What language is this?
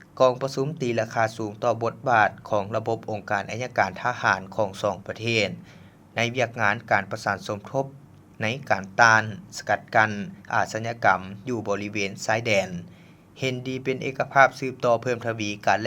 Lao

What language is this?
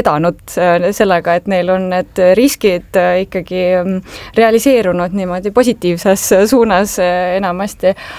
Estonian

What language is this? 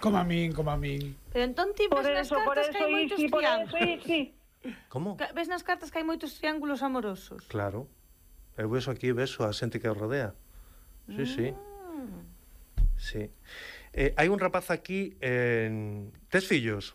Galician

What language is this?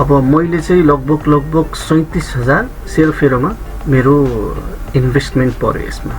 Nepali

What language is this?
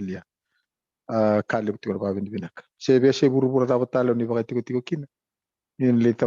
Fijian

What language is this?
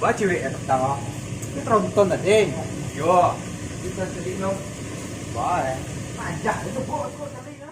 Minangkabau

